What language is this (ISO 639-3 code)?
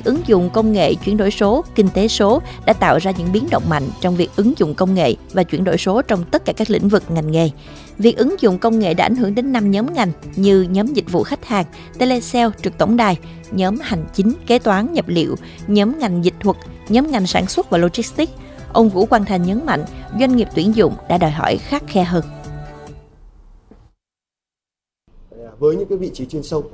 vie